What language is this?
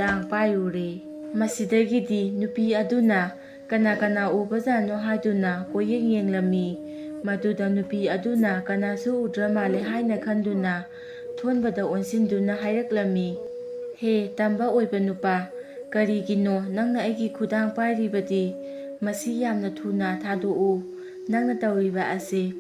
Manipuri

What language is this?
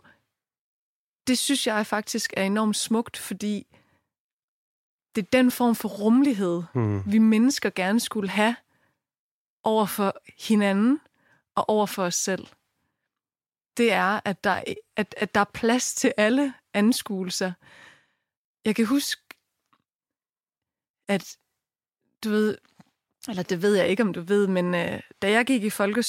Danish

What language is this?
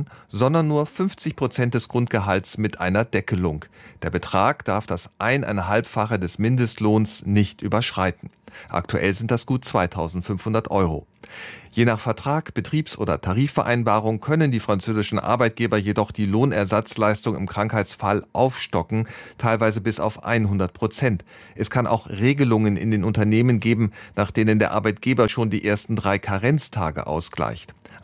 German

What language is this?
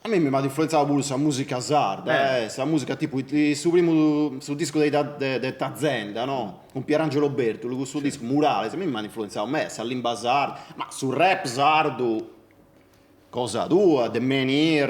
Sardinian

